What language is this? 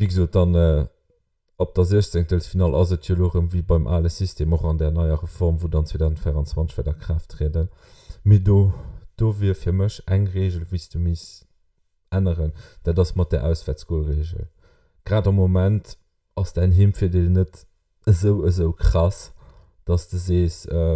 Luxembourgish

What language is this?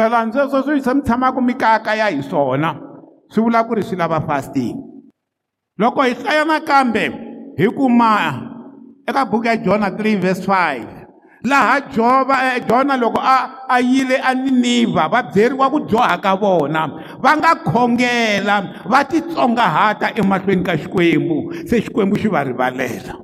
Tsonga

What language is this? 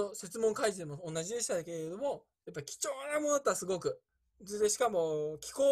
Japanese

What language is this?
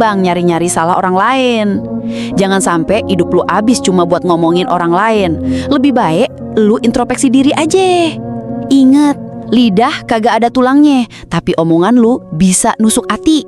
Betawi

